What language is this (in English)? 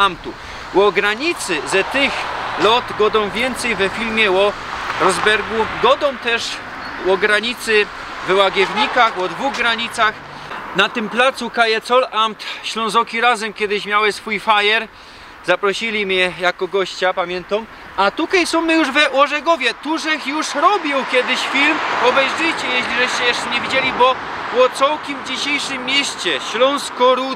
Silesian